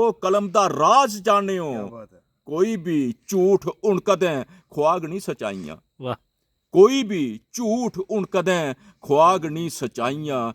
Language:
Dogri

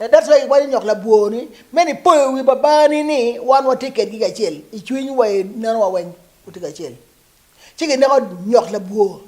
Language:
Acoli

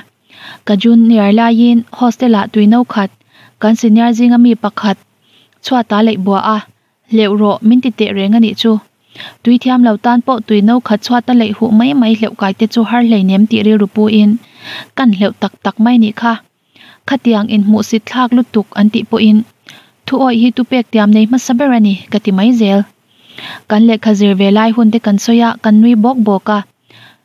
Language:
Mizo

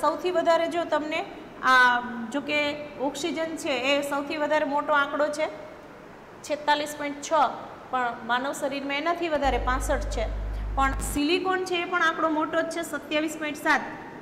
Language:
Gujarati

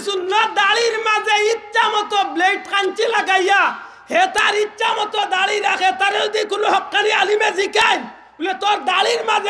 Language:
Sylheti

